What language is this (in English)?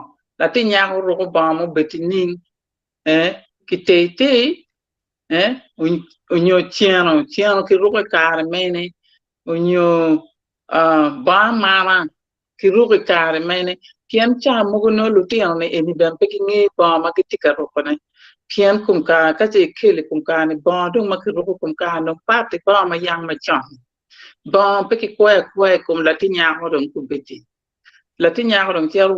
Acoli